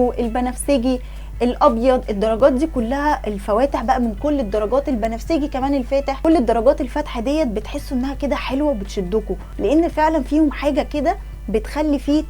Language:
Egyptian Arabic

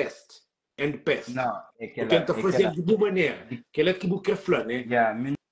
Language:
Kabuverdianu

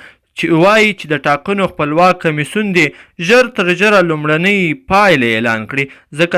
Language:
Pashto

